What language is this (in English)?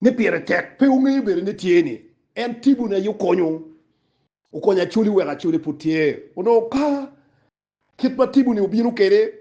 Acoli